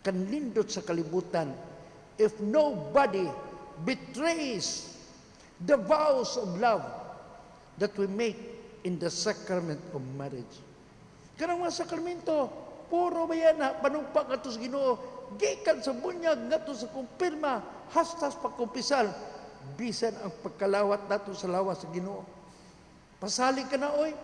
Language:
Cebuano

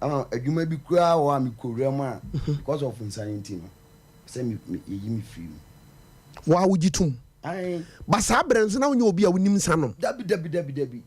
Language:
Akan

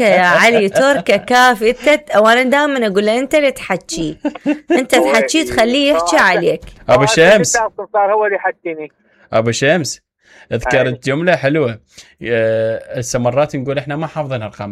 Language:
Mesopotamian Arabic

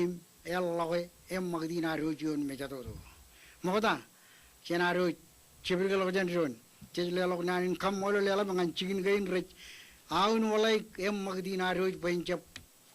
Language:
Marshallese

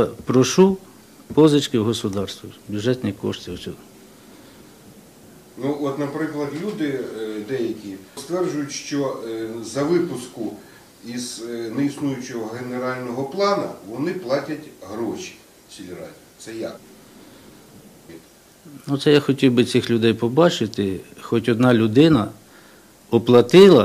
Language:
Ukrainian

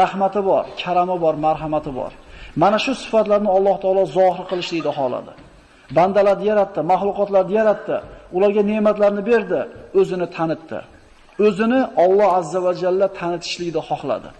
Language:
Uzbek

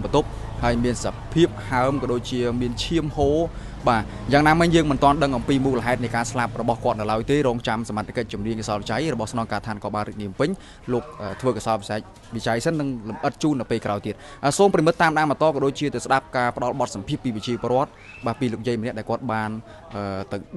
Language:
Khmer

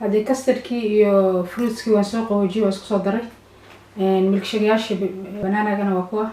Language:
Somali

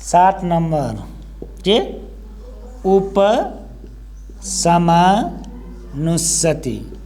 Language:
Nepali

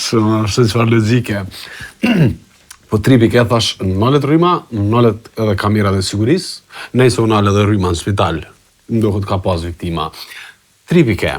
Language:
Albanian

